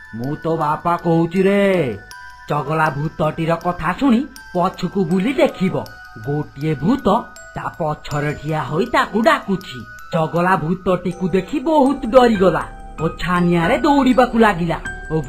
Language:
Odia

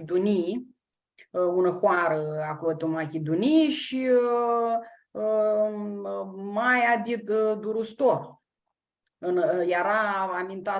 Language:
Aromanian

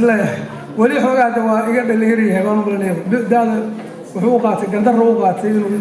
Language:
Somali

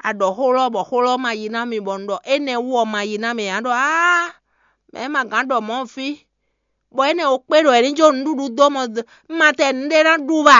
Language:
Fon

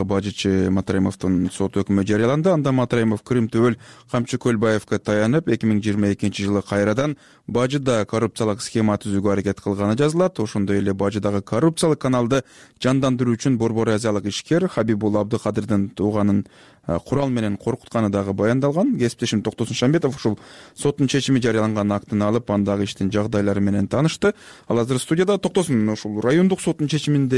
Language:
Kyrgyz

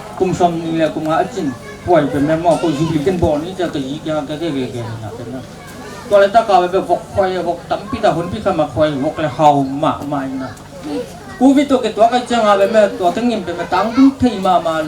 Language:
Tedim Chin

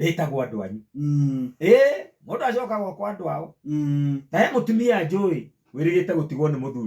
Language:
Kikuyu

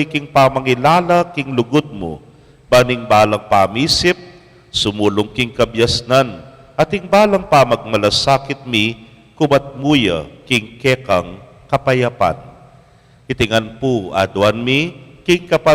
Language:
Pampanga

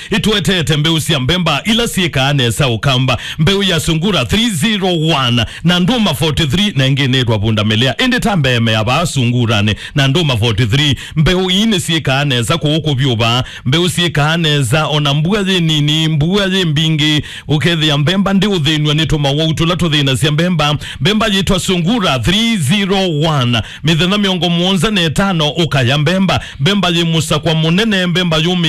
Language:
Kamba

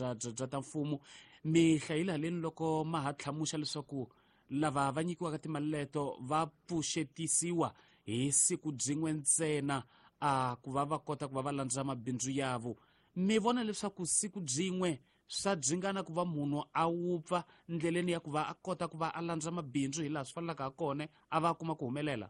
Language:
Tsonga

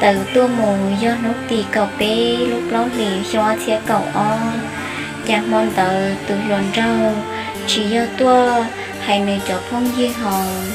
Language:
Hmong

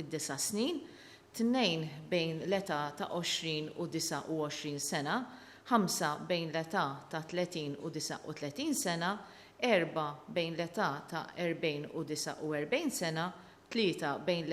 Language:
Maltese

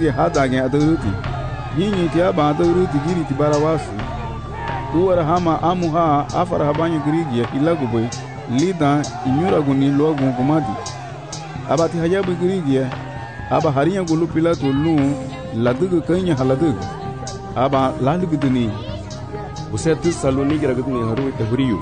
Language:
Garifuna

